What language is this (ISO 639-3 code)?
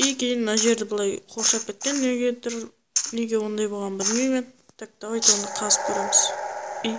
kaa